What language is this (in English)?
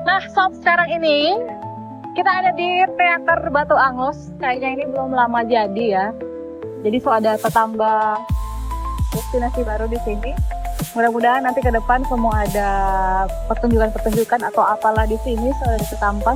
Manado Malay